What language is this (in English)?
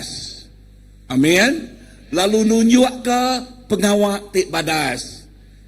Iban